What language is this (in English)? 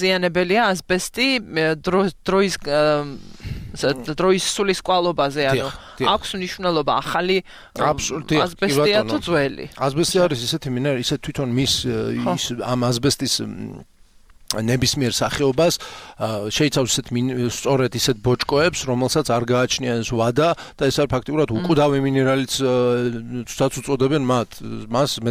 Georgian